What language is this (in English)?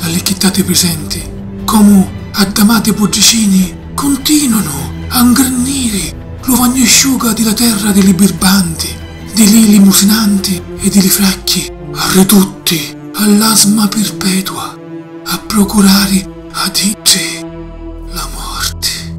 Sicilian